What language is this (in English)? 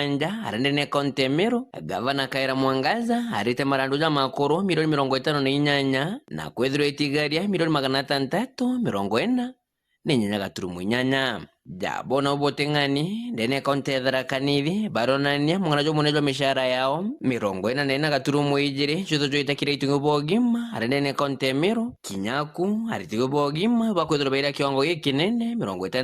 Meru